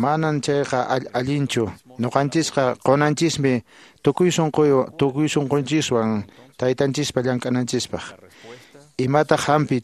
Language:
Quechua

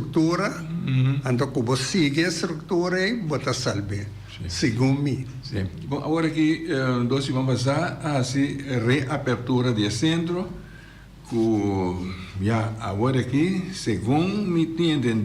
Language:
Papiamento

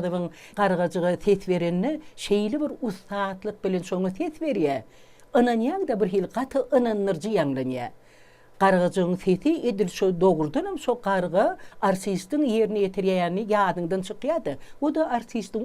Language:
Turkmen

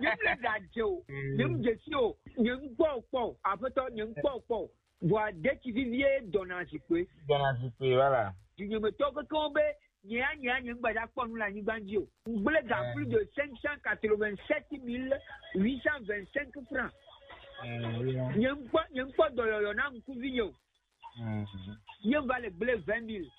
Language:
Gen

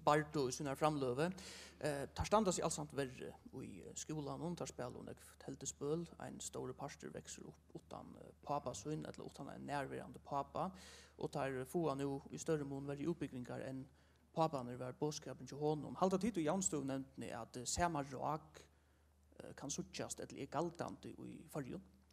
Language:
Faroese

